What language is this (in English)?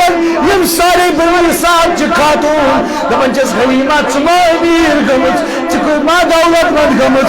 Kashmiri